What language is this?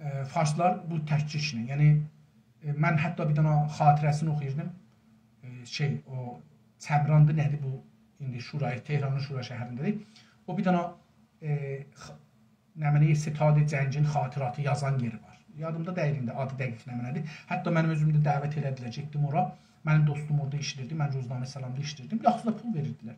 South Azerbaijani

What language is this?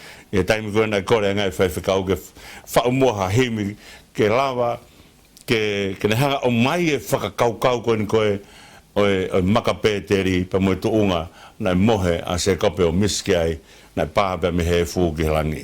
Tongan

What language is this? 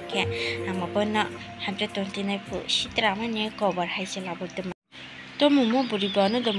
Kok Borok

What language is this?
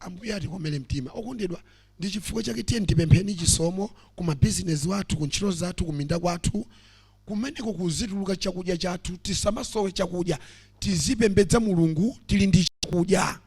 Nyanja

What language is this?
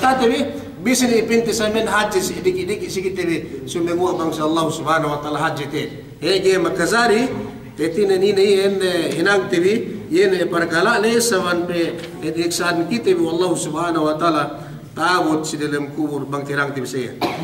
Yakan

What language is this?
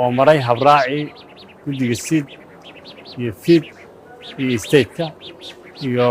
Somali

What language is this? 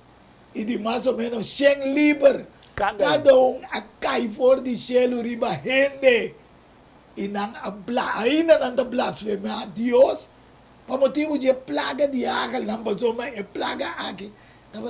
Papiamento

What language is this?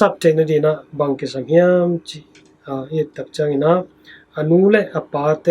Tedim Chin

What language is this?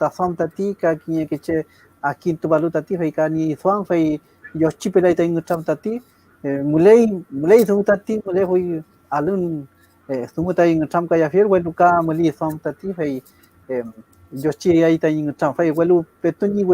Mapuche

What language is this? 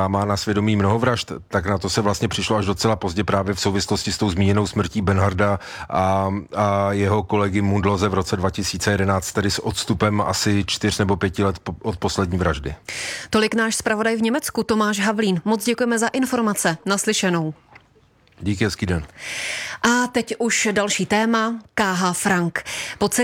Czech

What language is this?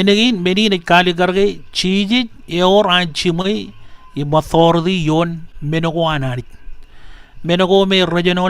Marshallese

